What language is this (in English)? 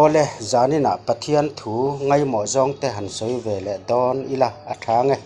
Mizo